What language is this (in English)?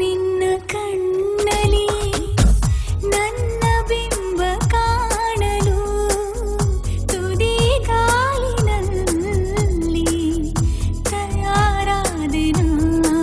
Kannada